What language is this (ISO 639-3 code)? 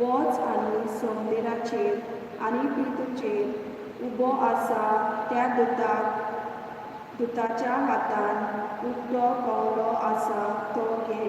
kok